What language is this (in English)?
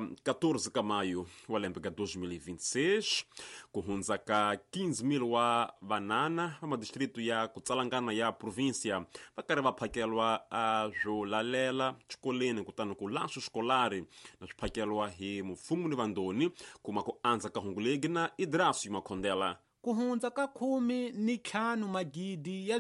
Tsonga